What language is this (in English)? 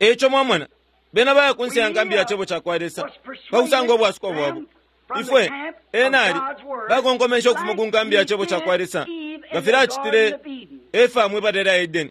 Bemba